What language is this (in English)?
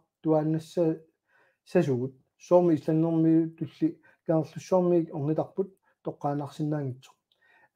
Kalaallisut